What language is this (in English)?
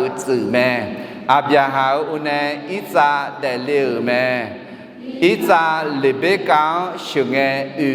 Akha